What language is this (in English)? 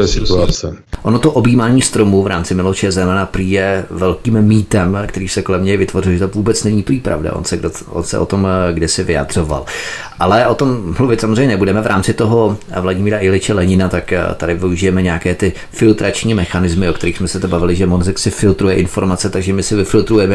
Czech